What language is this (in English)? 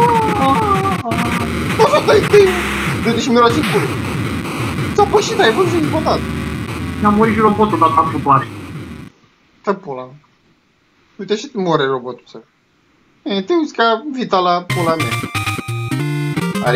Romanian